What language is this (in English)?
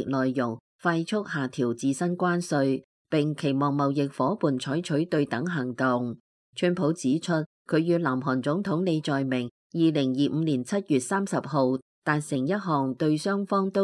Cantonese